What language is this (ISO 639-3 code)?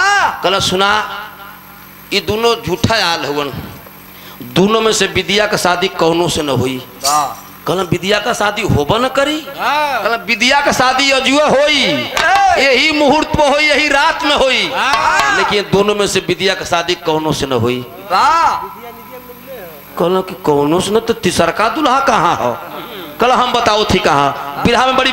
bho